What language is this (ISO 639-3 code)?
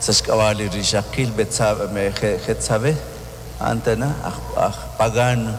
kek